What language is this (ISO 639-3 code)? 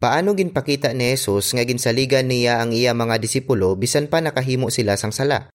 hil